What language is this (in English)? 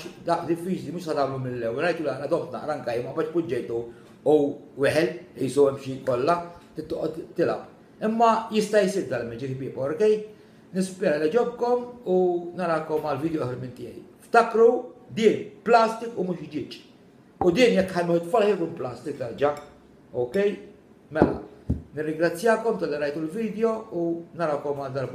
Maltese